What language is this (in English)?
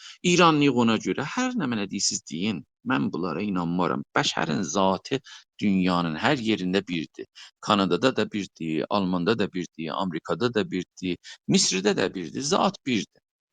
South Azerbaijani